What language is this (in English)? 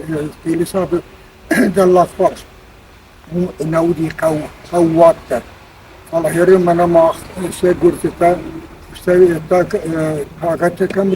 Ossetic